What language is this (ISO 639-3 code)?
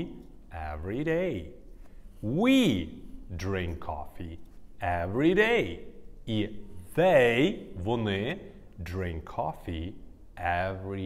ukr